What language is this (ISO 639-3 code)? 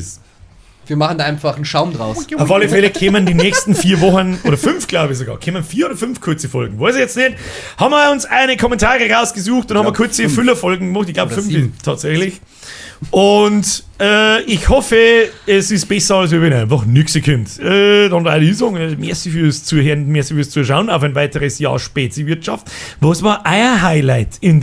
bar